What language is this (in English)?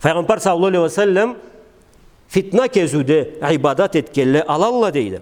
Karachay-Balkar